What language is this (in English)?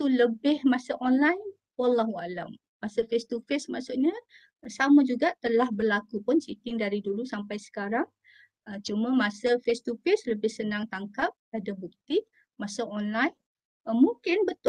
Malay